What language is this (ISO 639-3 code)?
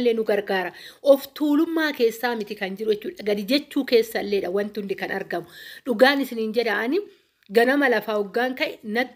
orm